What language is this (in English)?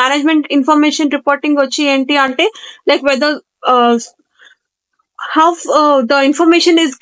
Telugu